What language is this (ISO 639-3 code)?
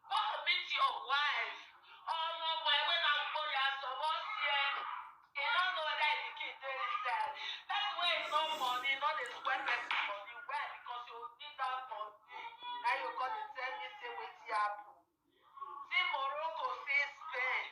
pcm